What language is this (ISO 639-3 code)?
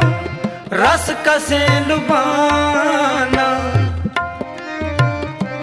hin